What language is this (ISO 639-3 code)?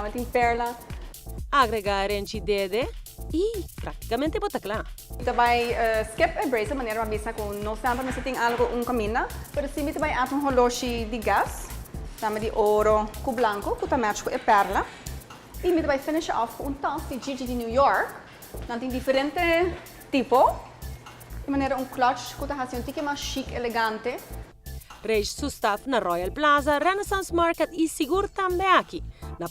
pap